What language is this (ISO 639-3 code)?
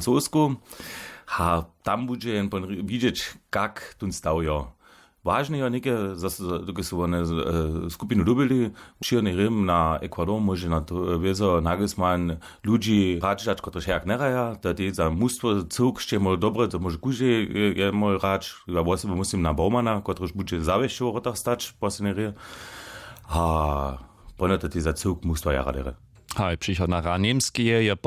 hsb